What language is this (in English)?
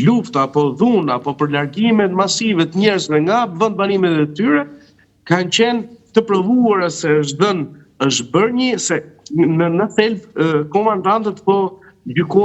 Albanian